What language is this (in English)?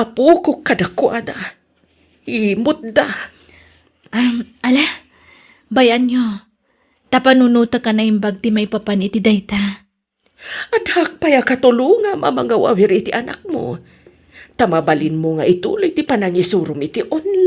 Iloko